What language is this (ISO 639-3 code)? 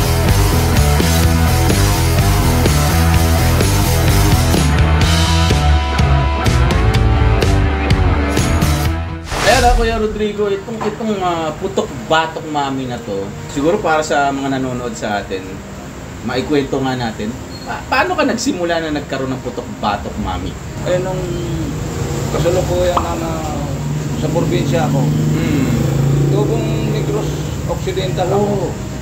fil